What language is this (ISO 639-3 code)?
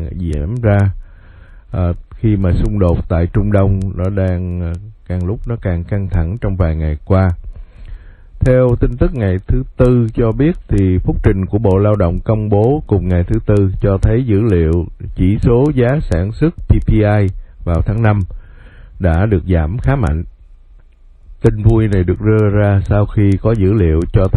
vie